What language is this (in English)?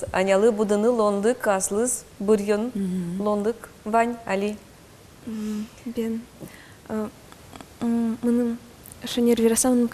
Udmurt